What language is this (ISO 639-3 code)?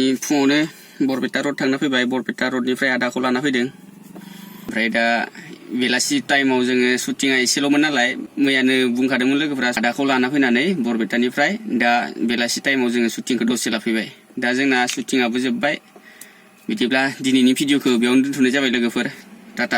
brx